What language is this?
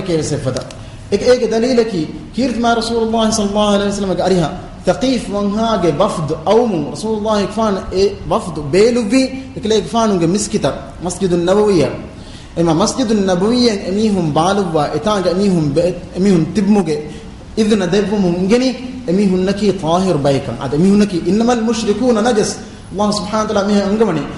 Divehi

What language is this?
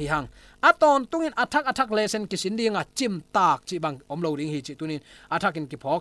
Tedim Chin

